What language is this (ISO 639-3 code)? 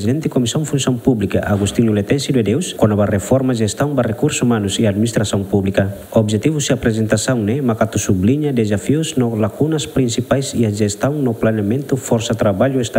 tet